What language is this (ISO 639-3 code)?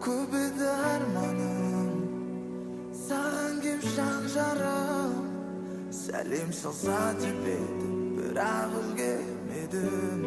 kaa